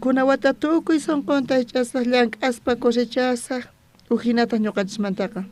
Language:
South Bolivian Quechua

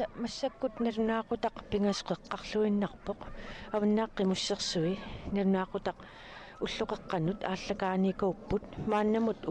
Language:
Kalaallisut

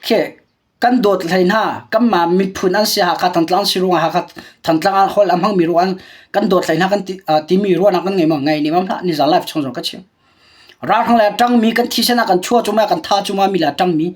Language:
Hakha Chin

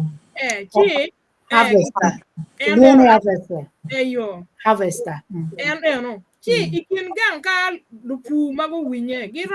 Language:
Acoli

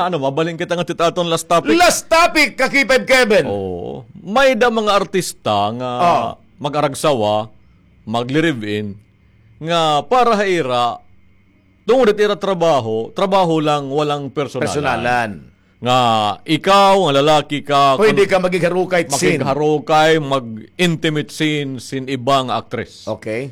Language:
Waray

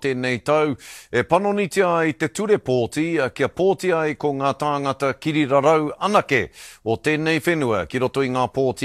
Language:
Māori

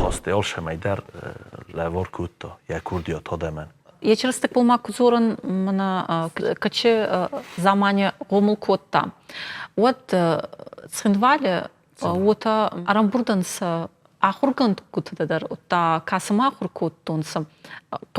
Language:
Ossetic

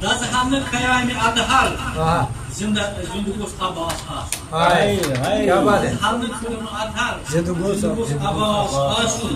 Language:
Kashmiri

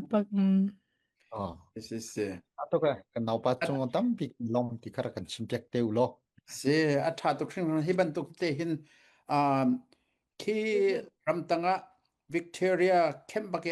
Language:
Falam Chin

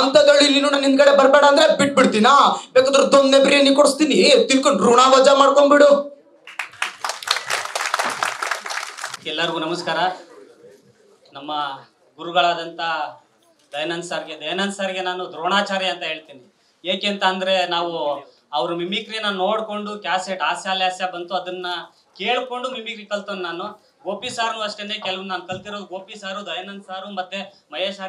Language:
Kannada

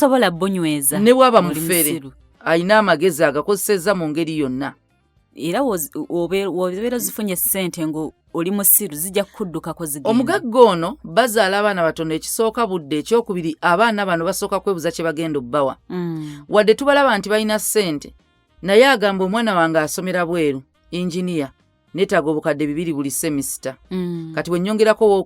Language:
Ganda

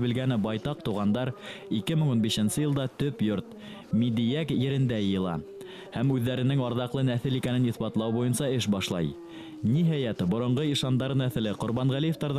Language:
Bashkir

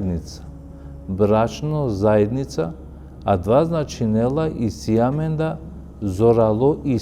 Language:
Balkan Romani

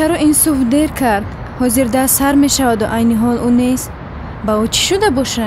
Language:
Tajik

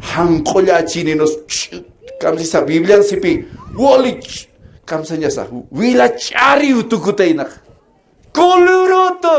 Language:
Aymara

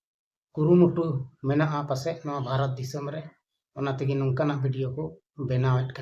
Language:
Santali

